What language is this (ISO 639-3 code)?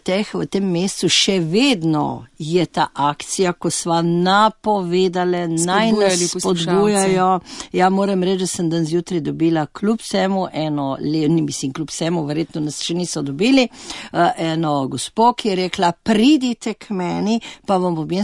slv